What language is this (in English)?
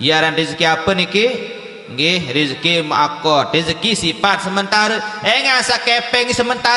Sasak